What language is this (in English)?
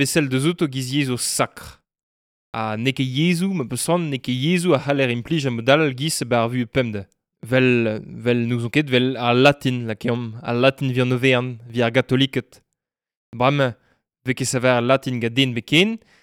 Breton